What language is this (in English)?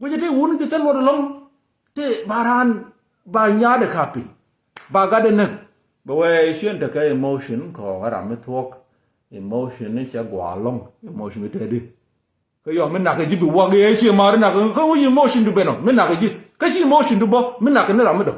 Nuer